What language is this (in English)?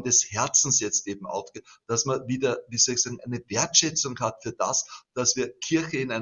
German